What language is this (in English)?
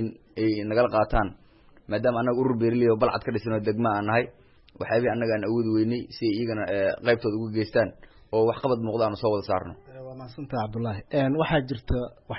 Somali